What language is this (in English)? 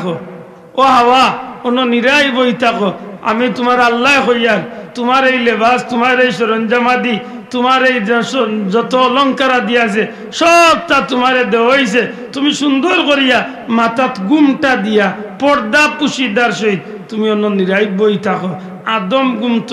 Sylheti